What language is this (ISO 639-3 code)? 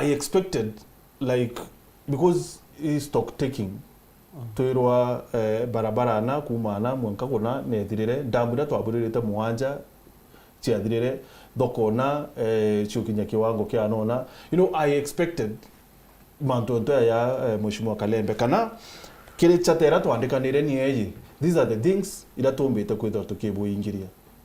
mer